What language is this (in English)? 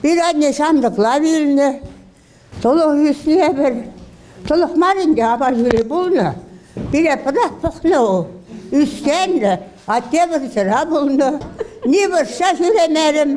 Chuvash